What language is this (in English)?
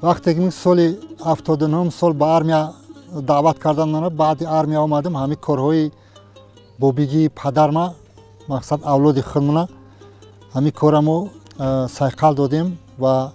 Tajik